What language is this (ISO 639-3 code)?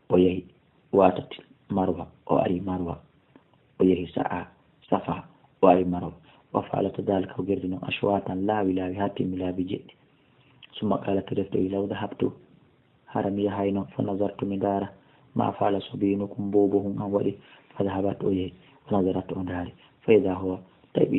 ful